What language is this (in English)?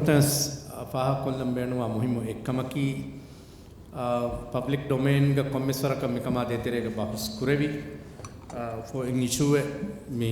Divehi